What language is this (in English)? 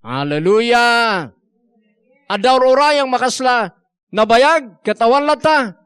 Iloko